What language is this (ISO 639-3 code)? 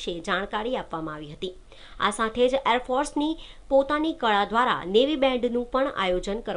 guj